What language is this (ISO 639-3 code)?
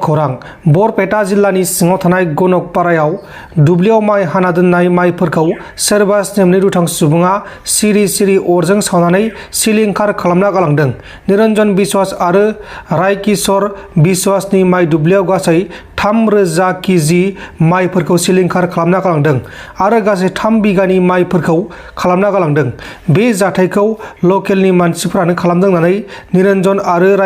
brx